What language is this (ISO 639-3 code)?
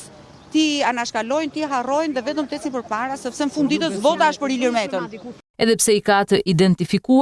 sqi